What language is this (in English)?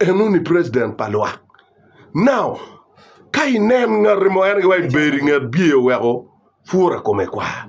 Acoli